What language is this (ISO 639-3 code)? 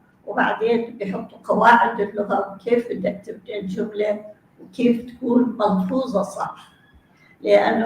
apc